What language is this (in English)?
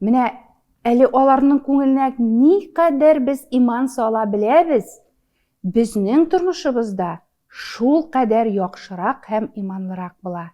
Tatar